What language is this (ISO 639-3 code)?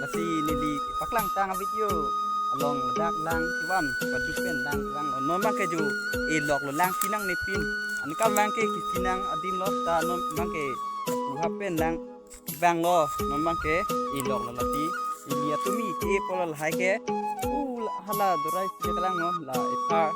mjw